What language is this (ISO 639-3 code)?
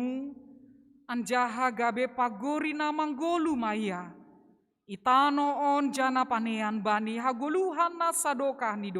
bts